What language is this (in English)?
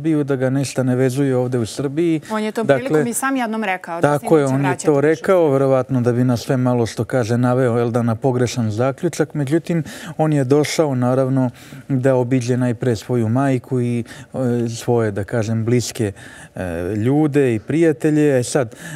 Serbian